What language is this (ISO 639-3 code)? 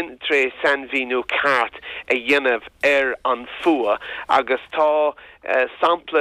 gle